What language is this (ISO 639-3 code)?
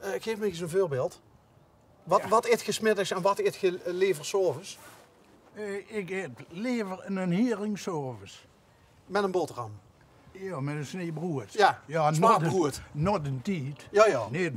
lim